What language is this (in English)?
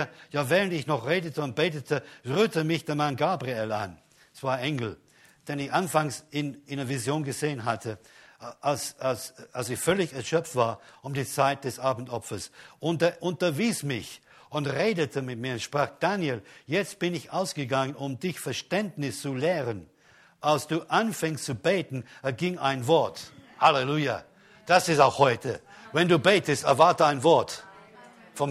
German